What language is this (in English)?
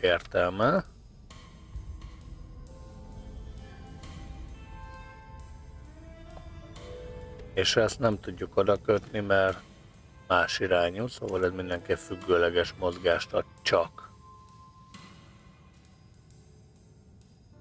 Hungarian